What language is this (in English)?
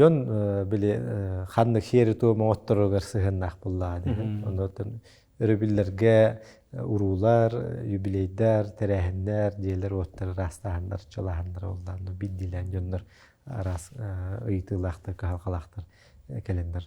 Yakut